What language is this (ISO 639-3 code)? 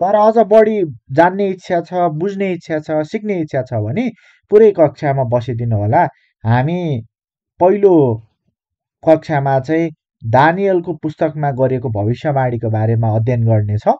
nep